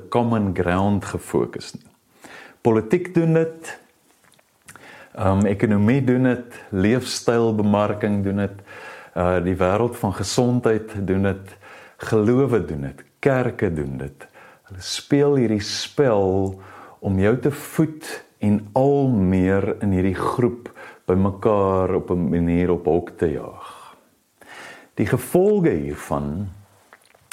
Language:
Afrikaans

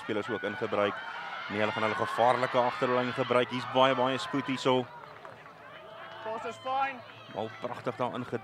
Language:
Afrikaans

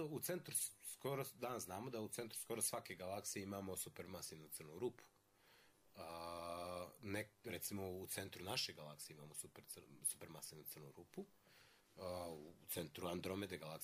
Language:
Croatian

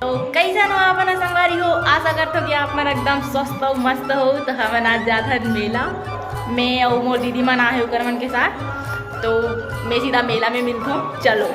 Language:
Chhattisgarhi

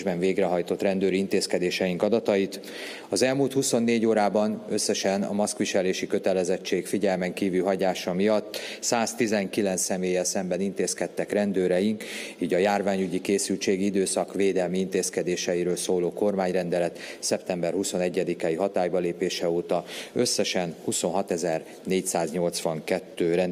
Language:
Hungarian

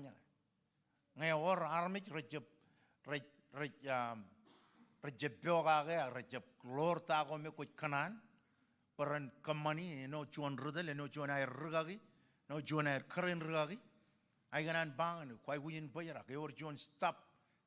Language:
Marshallese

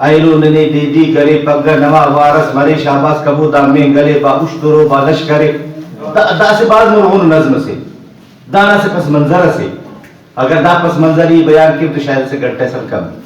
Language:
Brahui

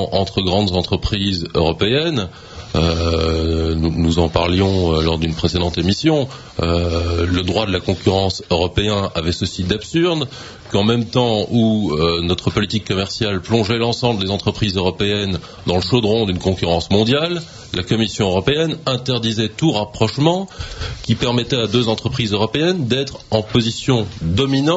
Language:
French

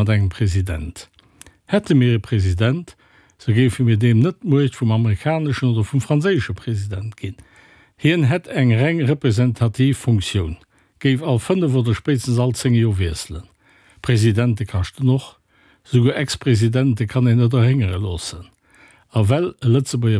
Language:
Luxembourgish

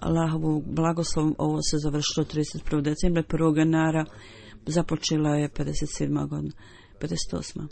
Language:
Bosnian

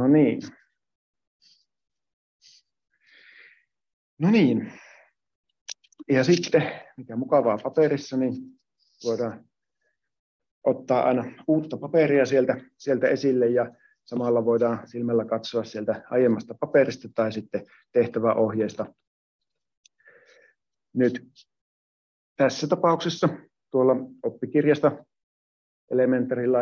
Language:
Finnish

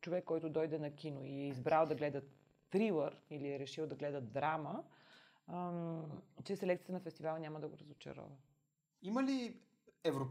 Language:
Bulgarian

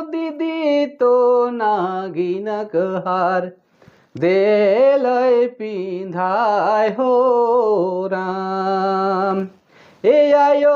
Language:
Sadri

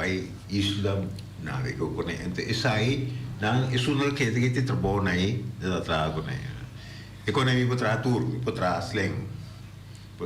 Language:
Papiamento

